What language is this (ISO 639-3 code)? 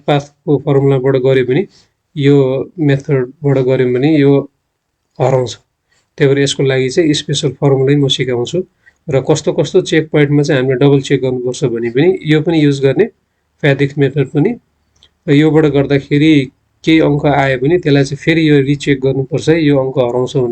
nep